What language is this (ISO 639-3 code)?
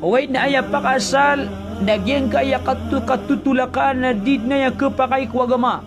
mrw